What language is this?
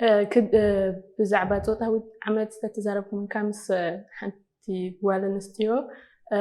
Tigrinya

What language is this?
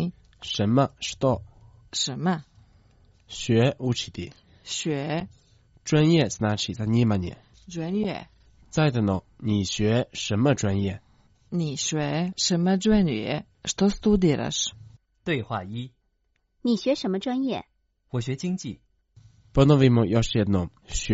Croatian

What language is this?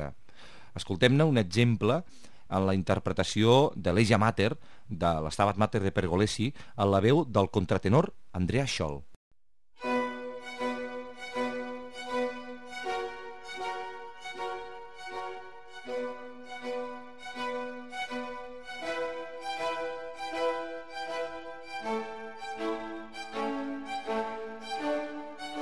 Catalan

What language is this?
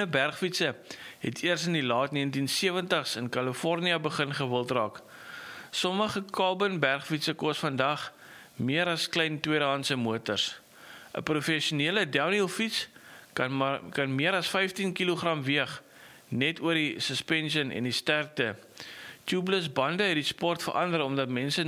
Afrikaans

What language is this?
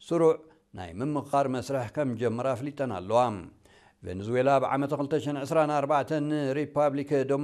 Tigrinya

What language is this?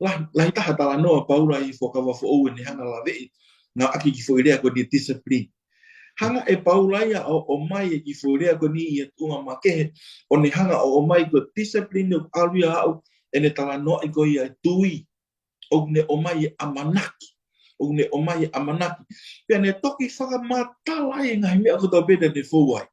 Tongan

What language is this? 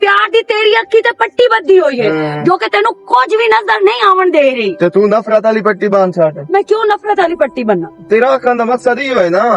Western Panjabi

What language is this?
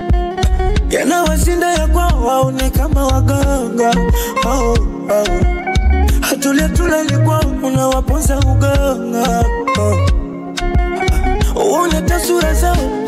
Swahili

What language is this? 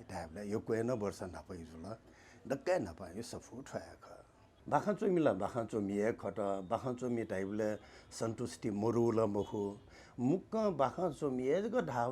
Newari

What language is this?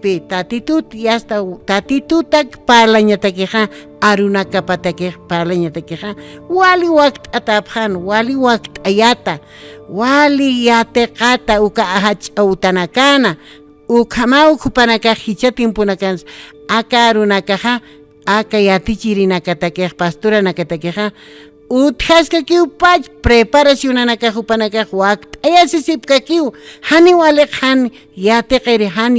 Aymara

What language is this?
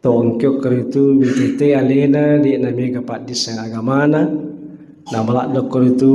Buginese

